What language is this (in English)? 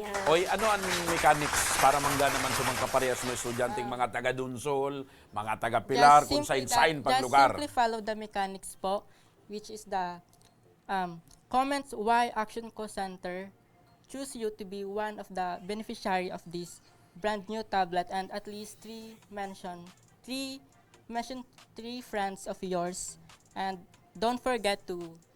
Bikol